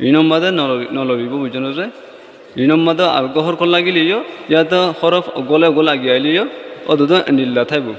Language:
Rohingya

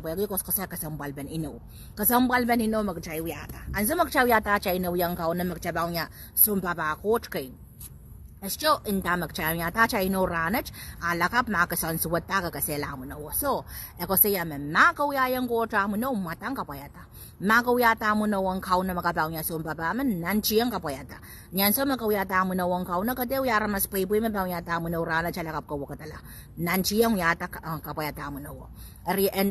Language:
Pohnpeian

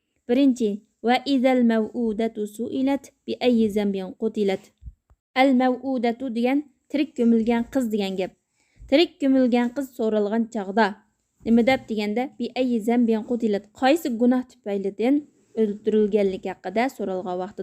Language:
Uyghur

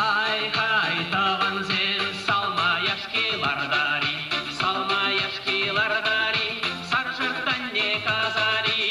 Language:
Chuvash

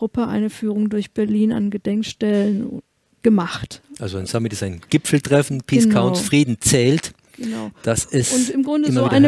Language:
German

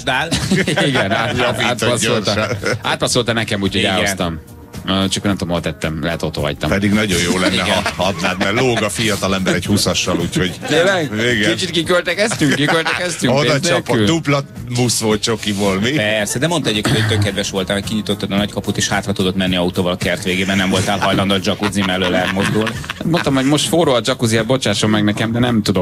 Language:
Hungarian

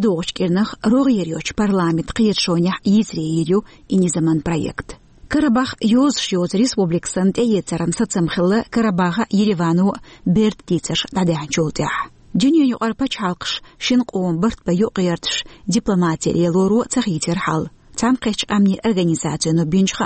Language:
Chechen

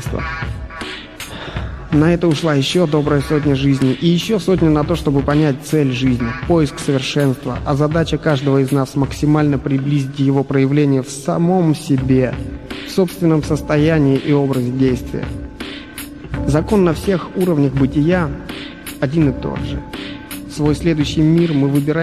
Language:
Russian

